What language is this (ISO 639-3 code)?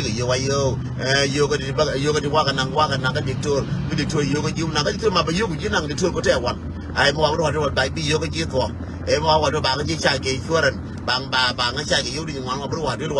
nus